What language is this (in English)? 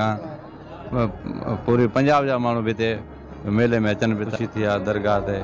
Sindhi